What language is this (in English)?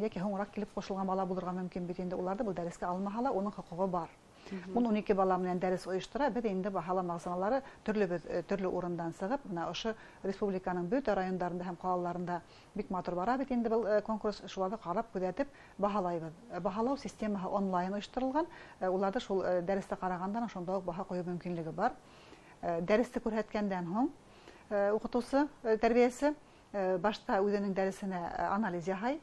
Bashkir